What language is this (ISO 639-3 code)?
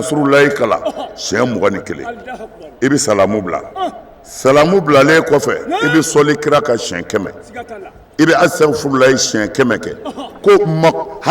bam